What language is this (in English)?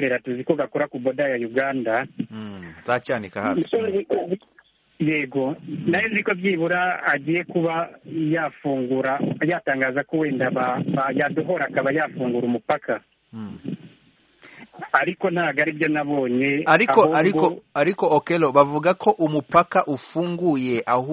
Kinyarwanda